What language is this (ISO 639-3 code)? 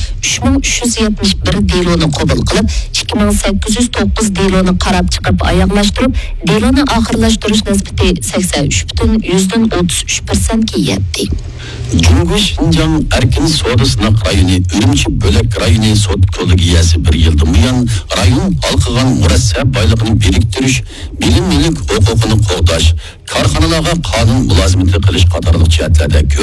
uig